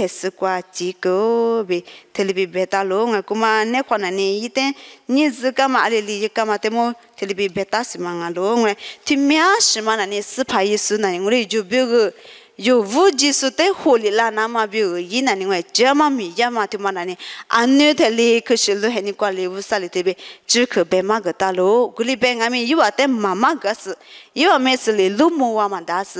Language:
Lisu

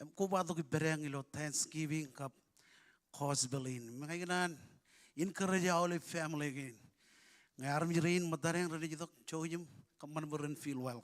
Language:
Marshallese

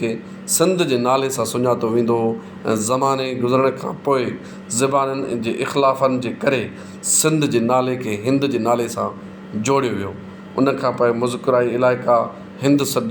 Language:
Sindhi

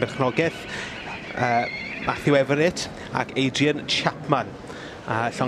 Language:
Welsh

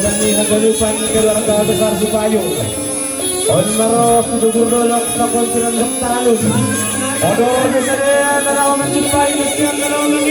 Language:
Batak Simalungun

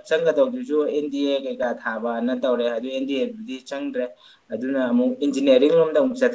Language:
Manipuri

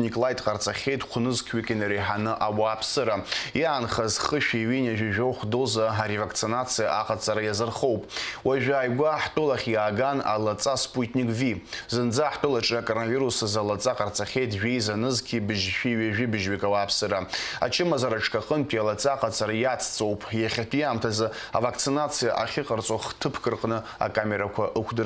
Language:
Abkhazian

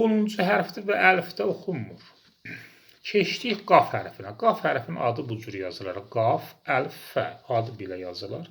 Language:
Azerbaijani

